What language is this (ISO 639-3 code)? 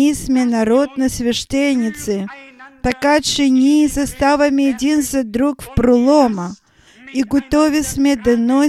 bul